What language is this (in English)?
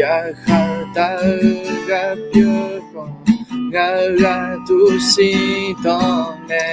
Akha